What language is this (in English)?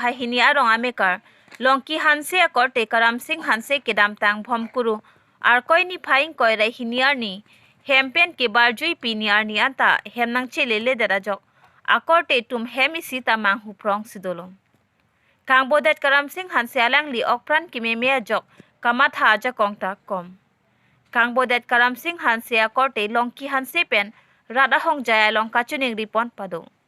Karbi